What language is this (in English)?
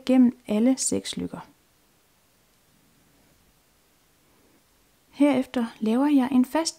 Danish